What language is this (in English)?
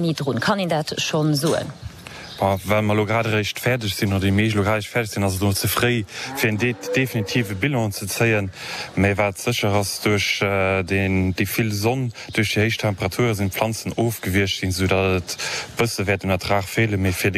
Luxembourgish